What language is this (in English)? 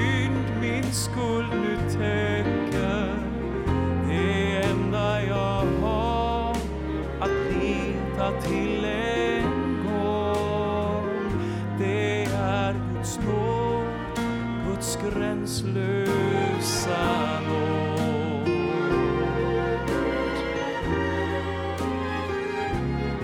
Swedish